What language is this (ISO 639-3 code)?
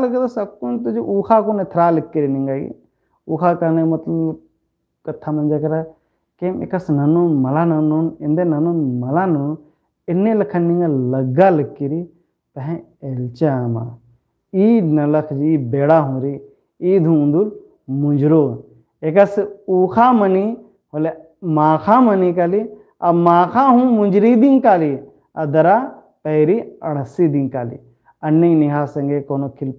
kru